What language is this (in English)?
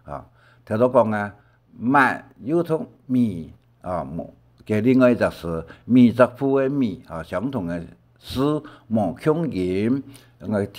Hakka Chinese